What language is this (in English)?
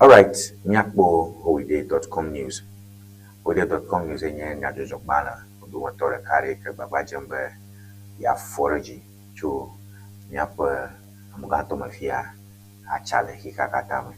Ewe